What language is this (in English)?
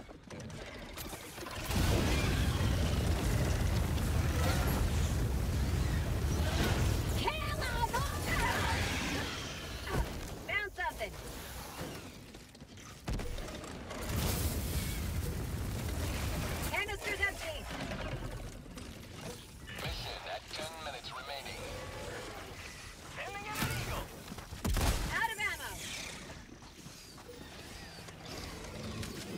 English